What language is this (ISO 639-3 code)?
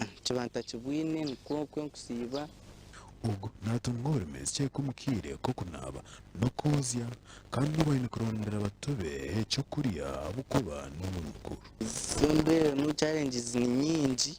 nyn